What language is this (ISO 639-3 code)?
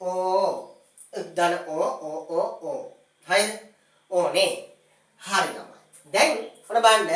sin